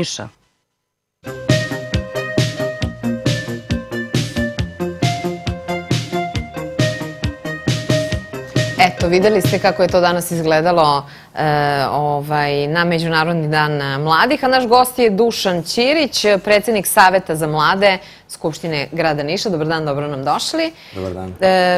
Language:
Serbian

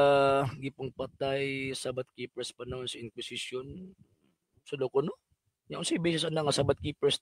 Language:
Cebuano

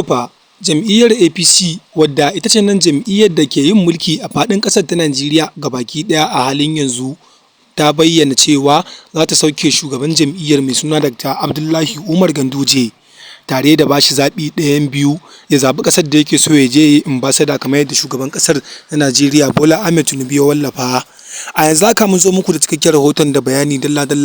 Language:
Hausa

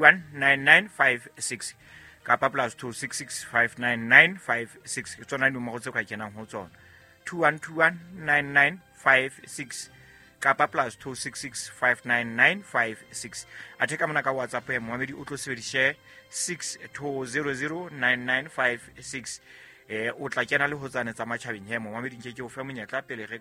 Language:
Southern Sotho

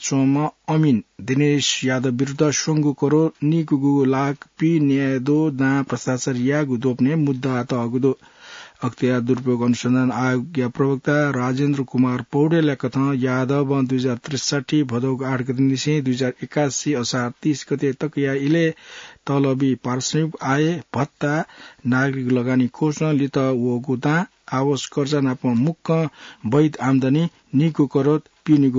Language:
Newari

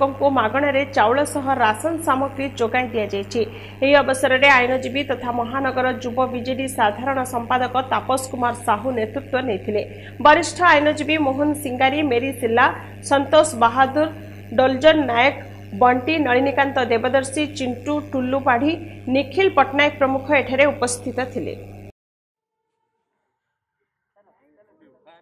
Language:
Odia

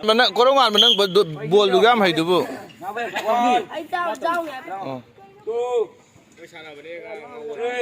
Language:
Manipuri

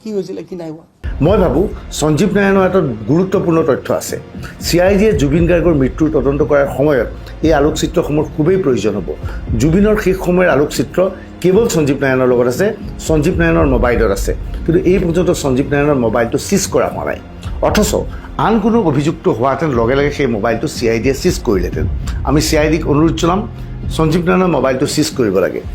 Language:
Assamese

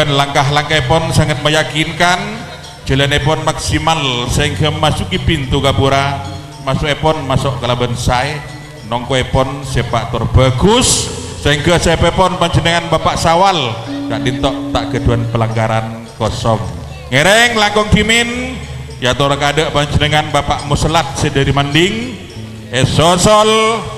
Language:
Madurese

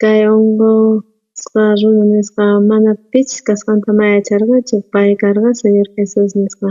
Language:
South Bolivian Quechua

